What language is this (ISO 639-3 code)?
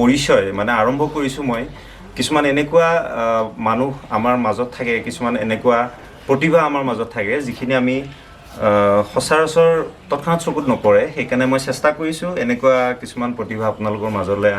asm